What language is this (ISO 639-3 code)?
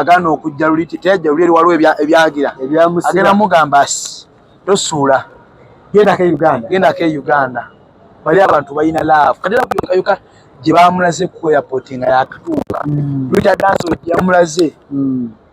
lug